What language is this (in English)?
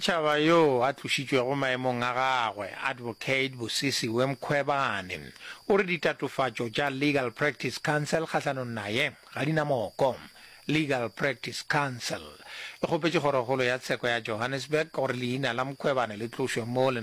Northern Sotho